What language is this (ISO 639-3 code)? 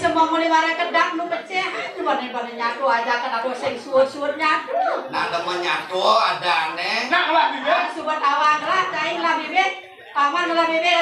ban